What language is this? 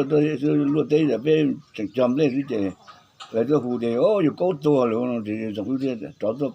Hmong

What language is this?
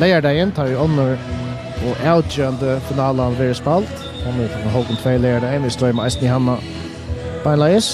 Faroese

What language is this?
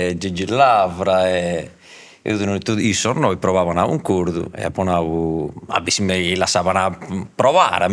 Sardinian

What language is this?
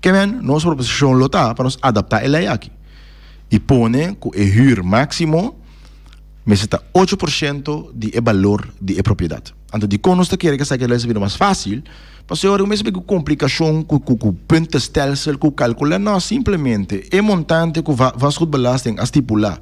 Papiamento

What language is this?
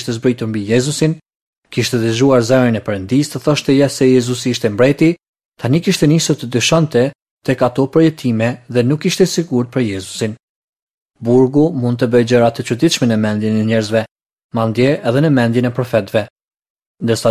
Albanian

